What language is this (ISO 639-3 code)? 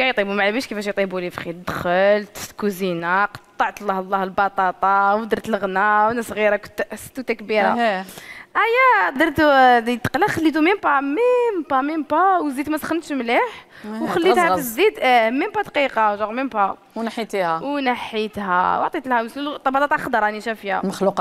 arq